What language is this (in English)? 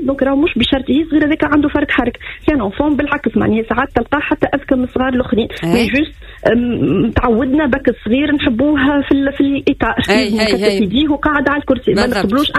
Tunisian Arabic